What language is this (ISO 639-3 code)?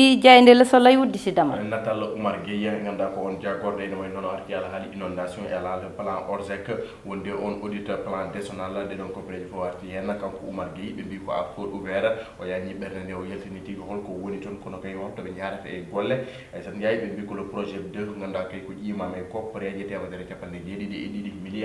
ful